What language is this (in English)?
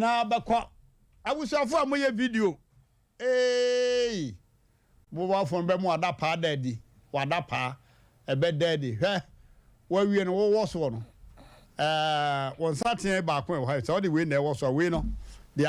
Akan